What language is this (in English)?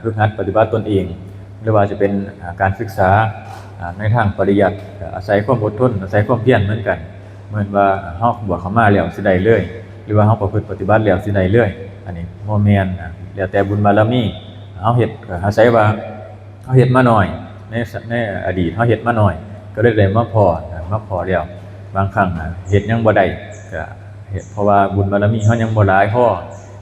Northeastern Thai